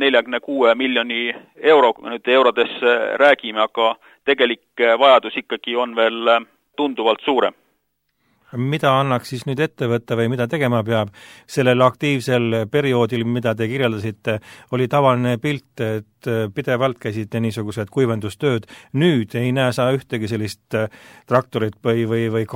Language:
Estonian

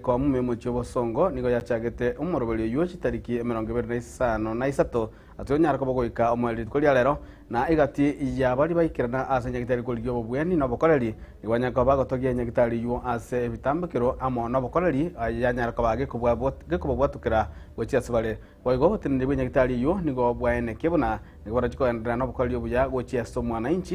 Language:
Gusii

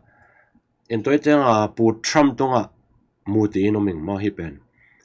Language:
Tedim Chin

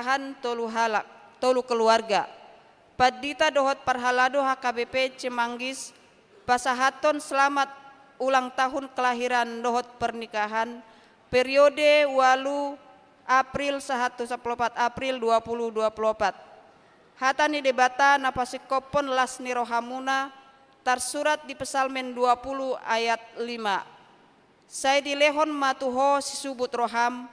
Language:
Batak Toba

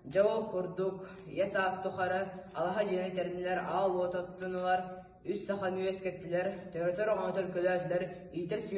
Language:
Yakut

